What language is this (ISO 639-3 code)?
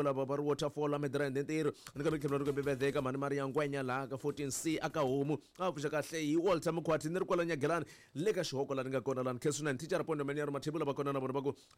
tso